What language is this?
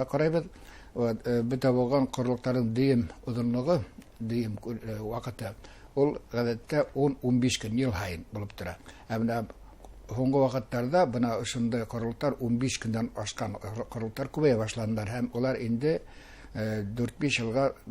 Bashkir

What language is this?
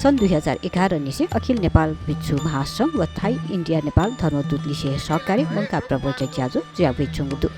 Newari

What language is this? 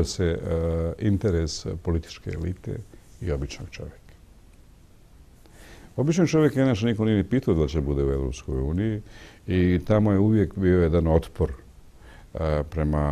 Bosnian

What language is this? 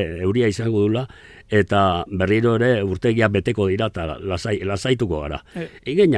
Basque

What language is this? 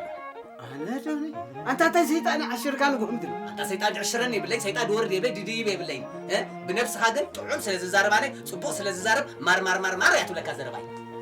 Tigrinya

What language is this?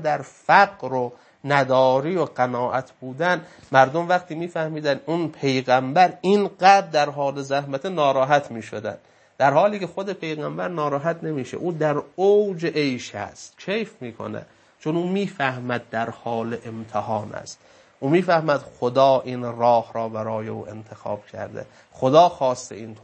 Persian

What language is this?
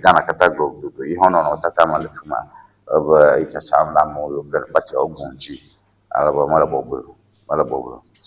Ewe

